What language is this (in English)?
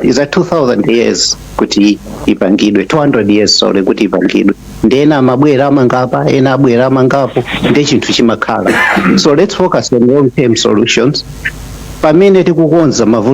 Nyanja